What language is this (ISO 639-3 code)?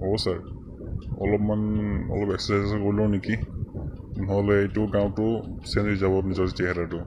asm